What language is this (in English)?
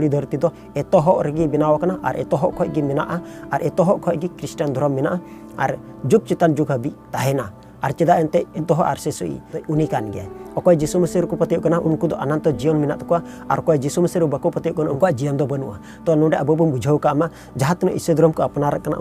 Santali